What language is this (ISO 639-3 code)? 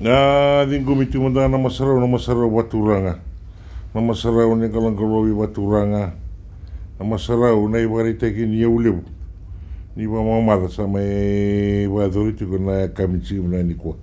fij